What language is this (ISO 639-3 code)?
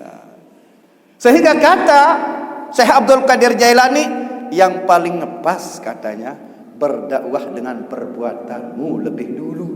sas